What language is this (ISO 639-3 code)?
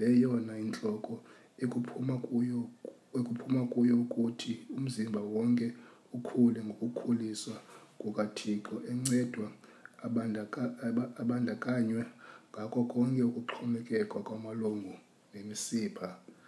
xho